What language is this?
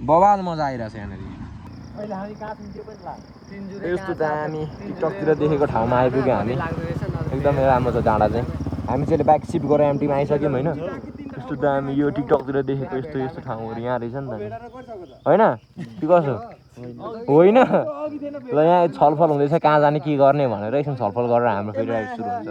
Nepali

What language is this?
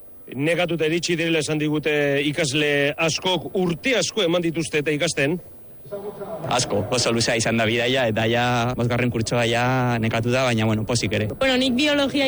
Basque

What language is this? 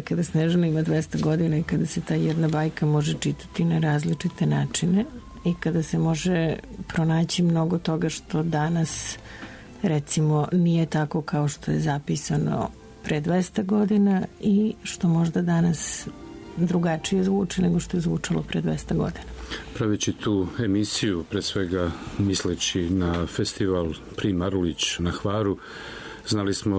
Serbian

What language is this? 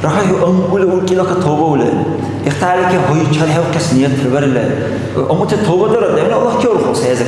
Dargwa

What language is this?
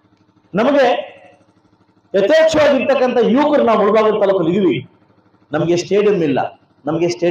Kannada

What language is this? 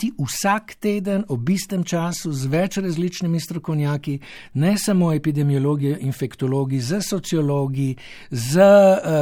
Slovenian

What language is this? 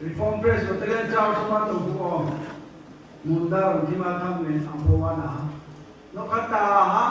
Riang (India)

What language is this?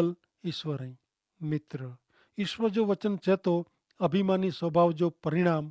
Kachhi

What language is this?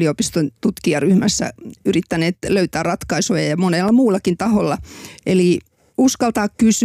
Finnish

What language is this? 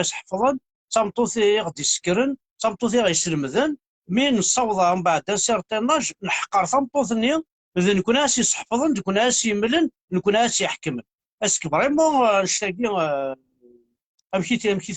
Kabyle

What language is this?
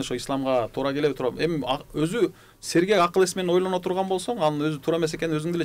Kyrgyz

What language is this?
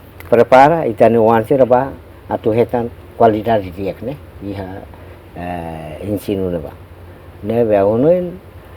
Tetum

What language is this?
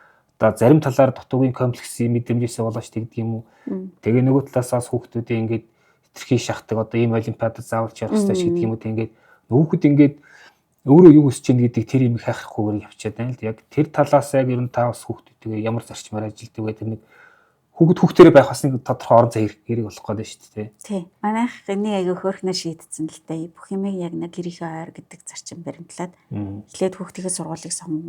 Mongolian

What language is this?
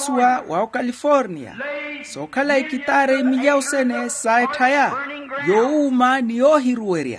Makhuwa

